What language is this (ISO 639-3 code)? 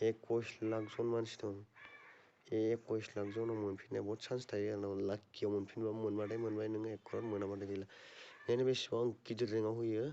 brx